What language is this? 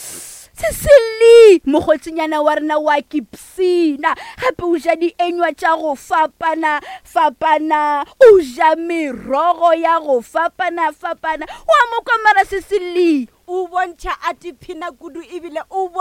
Northern Sotho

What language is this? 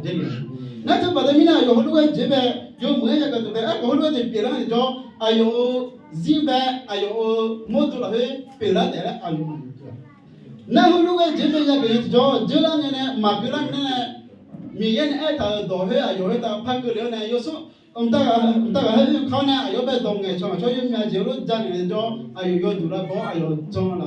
Akha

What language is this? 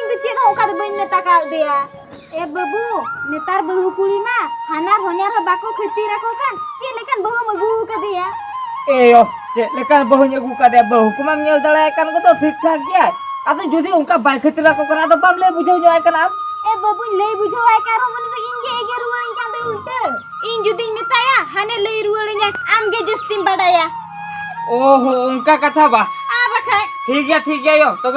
Santali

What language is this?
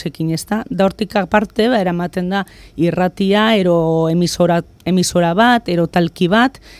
Basque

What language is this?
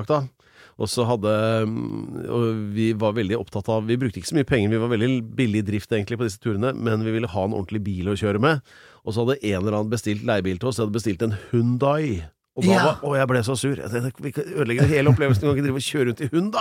Norwegian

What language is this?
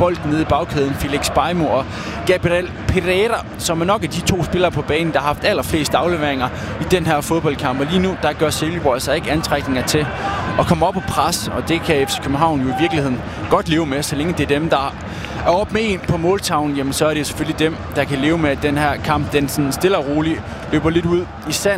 Danish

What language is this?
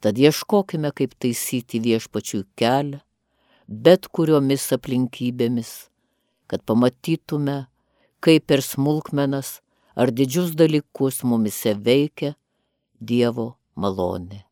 Lithuanian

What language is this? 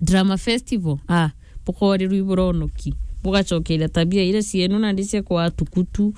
Meru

